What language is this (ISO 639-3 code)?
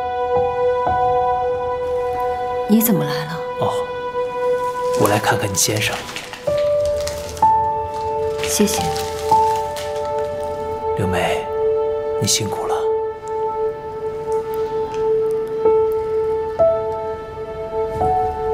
zho